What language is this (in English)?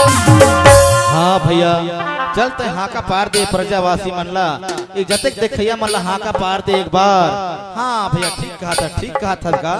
Chhattisgarhi